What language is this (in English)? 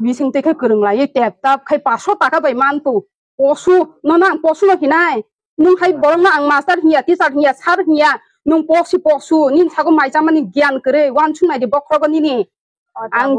Kok Borok